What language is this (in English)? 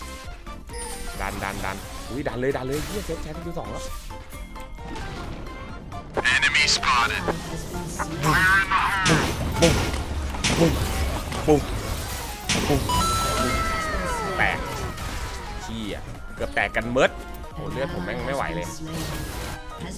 Thai